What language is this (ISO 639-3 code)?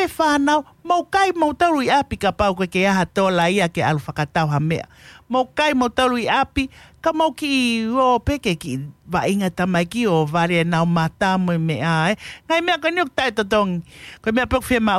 ton